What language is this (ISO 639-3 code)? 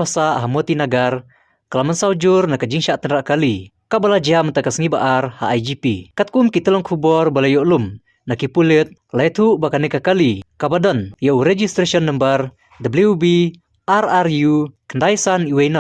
kha